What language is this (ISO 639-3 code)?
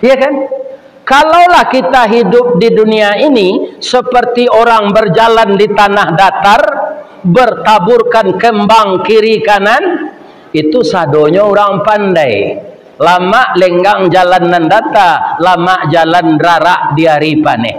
min